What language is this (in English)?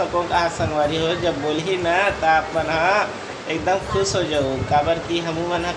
Chhattisgarhi